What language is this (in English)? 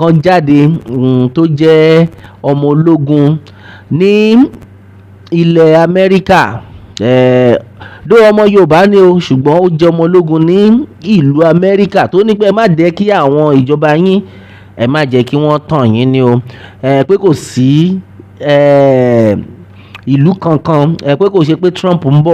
Yoruba